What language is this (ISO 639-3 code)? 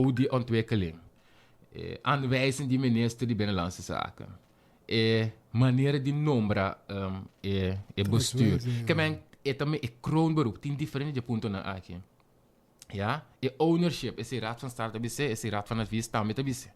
pap